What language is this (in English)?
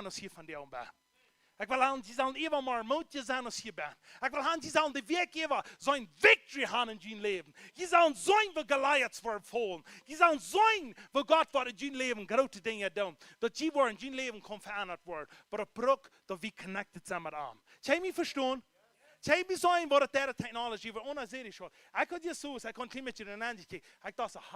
Plautdietsch